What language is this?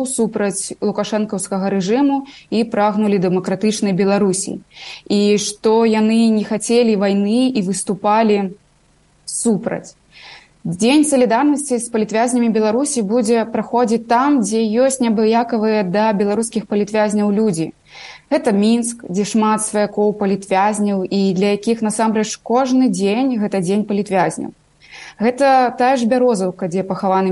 Belarusian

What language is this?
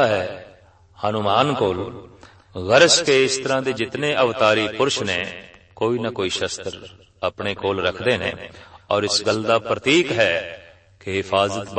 Punjabi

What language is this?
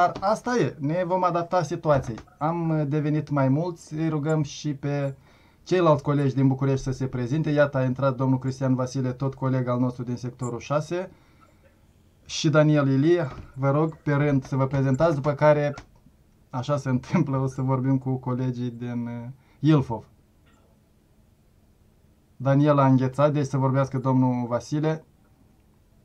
Romanian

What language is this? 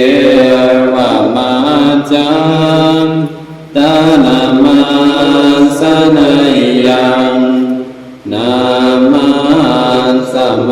Pali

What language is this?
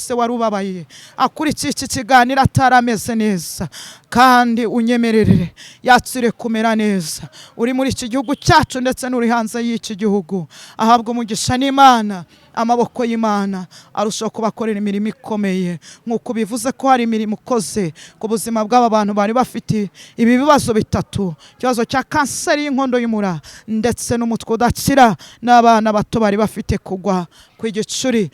Kinyarwanda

